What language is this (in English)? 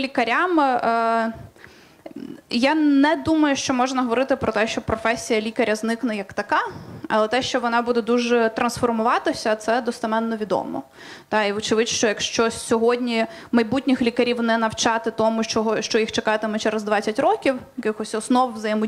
Ukrainian